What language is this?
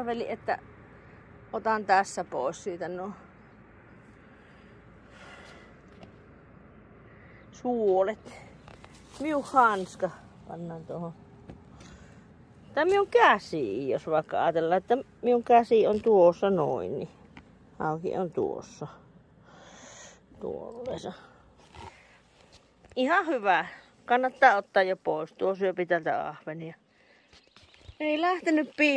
Finnish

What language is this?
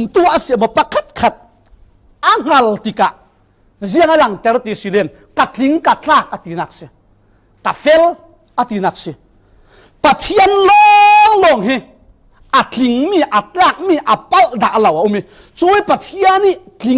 Falam Chin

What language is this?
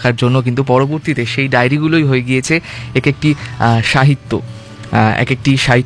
Bangla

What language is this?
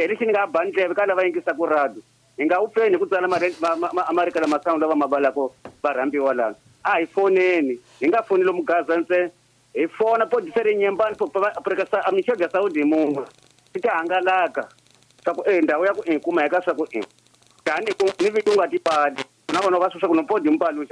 Tsonga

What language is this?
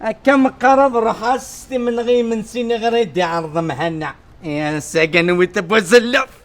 Kabyle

